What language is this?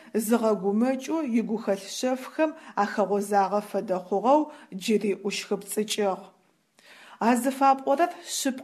Adyghe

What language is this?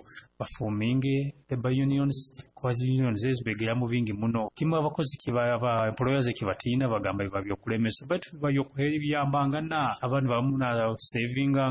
Nyoro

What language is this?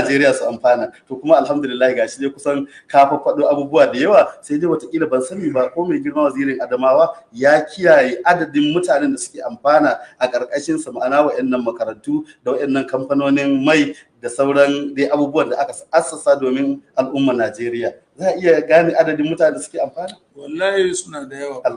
Hausa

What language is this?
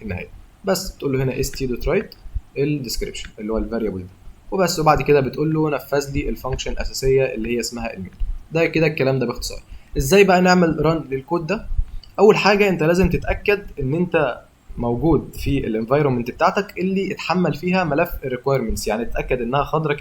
Egyptian Arabic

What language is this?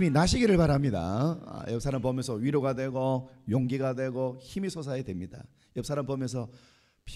Korean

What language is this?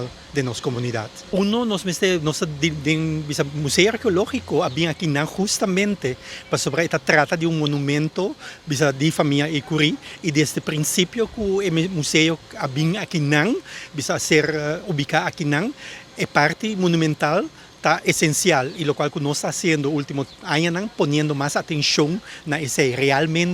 Papiamento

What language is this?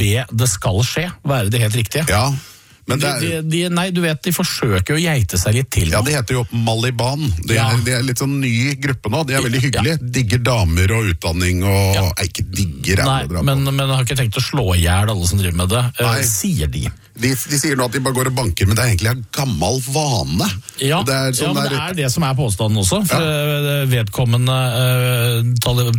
Norwegian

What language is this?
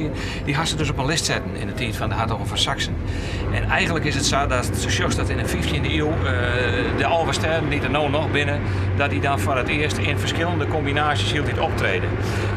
Western Frisian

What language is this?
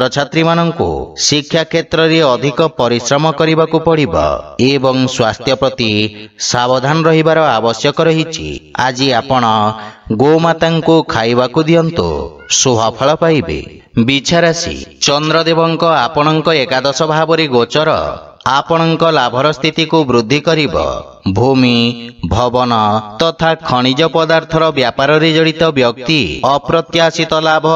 Odia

